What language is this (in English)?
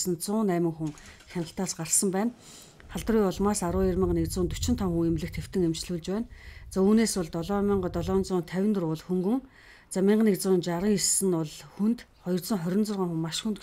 Mongolian